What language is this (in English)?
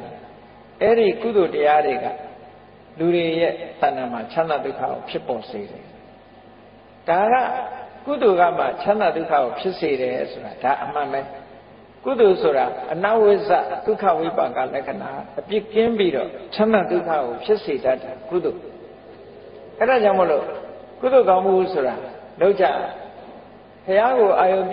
Burmese